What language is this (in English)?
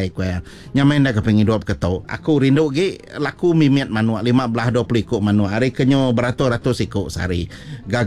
Iban